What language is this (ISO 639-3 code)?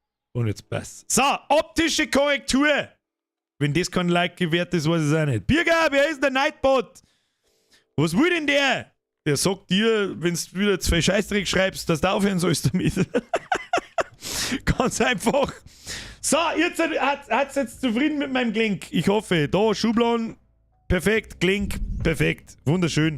bar